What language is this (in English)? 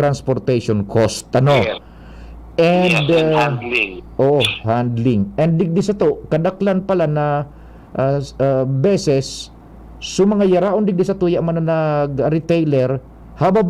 Bikol